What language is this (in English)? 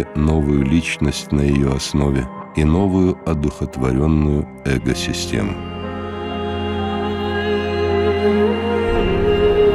Russian